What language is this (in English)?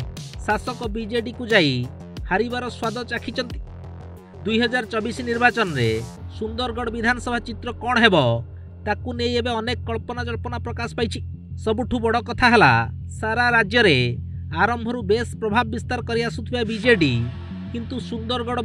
Odia